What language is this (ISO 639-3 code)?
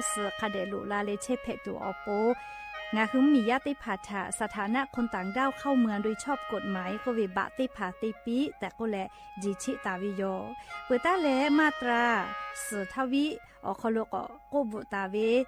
lhu